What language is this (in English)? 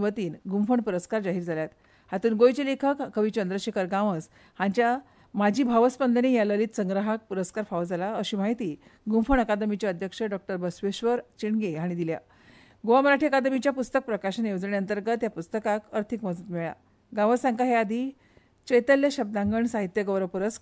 Konkani